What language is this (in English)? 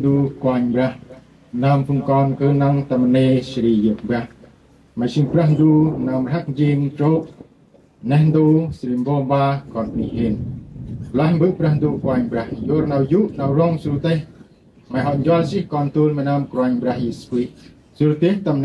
Central Mnong